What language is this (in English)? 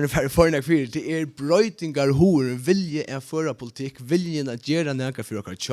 Faroese